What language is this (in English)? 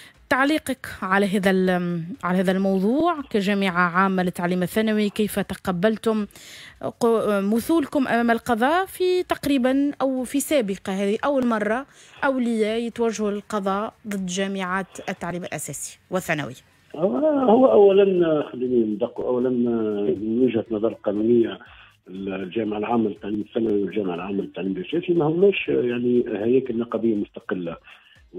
Tunisian Arabic